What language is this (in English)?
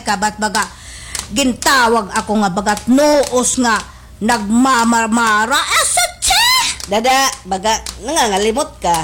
Waray